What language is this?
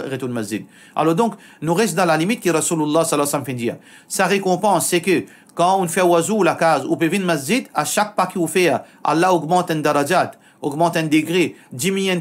Morisyen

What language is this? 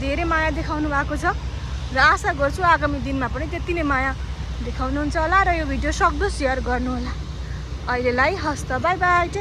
Nepali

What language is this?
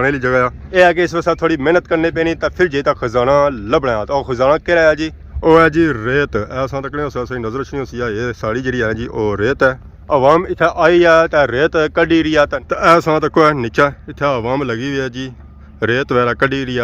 Pahari-Potwari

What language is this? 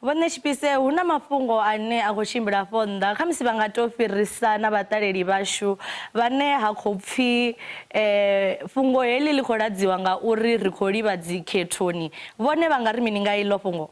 Venda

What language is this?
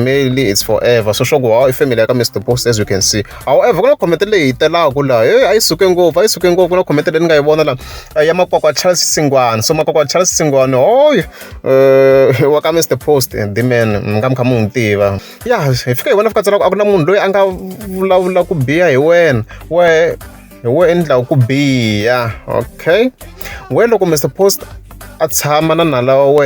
Tsonga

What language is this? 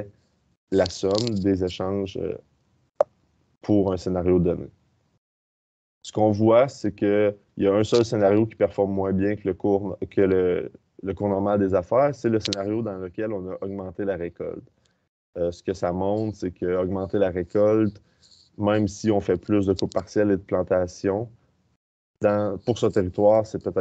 French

